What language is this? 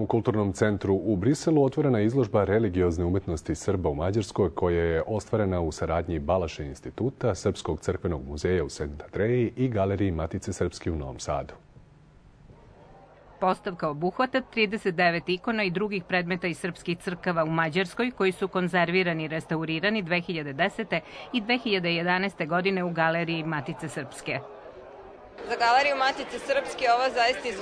Serbian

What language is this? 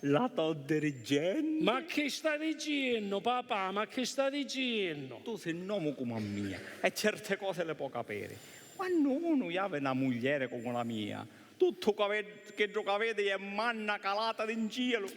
Sicilian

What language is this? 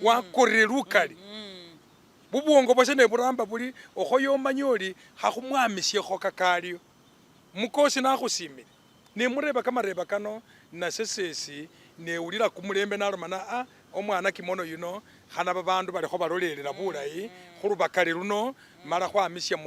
Masaaba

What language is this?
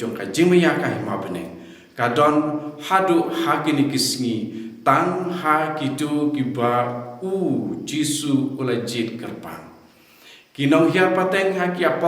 Khasi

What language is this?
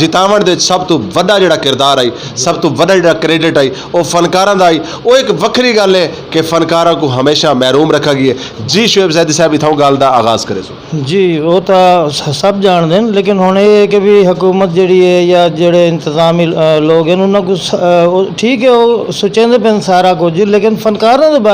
Western Panjabi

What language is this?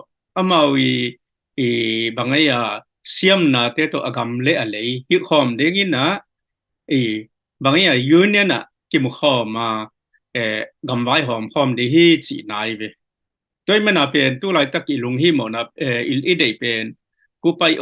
Tedim Chin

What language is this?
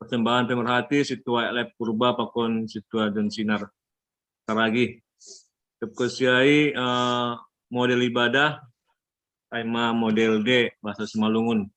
Batak Simalungun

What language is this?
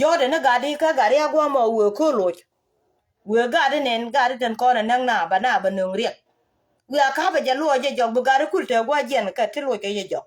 Nuer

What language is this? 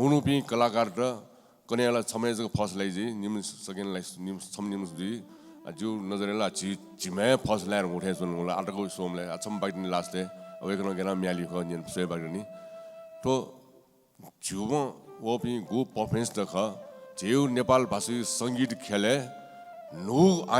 Newari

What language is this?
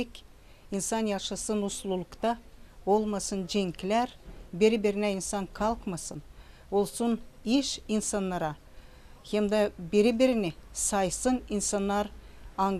Gagauz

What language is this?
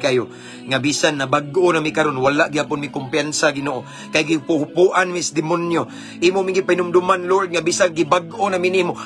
Cebuano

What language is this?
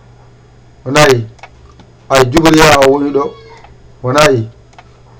Fula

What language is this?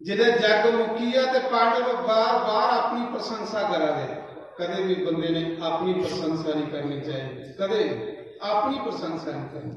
Dogri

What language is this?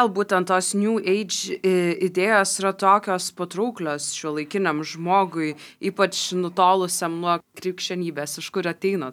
Lithuanian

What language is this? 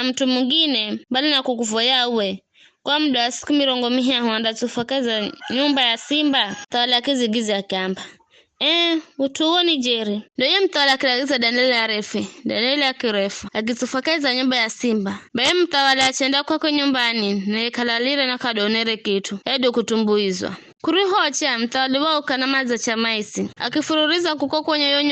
Giryama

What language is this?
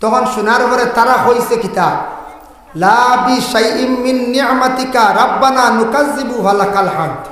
Sylheti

